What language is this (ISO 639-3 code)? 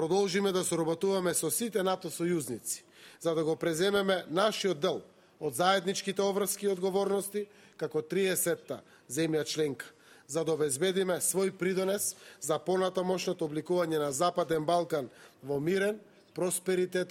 mkd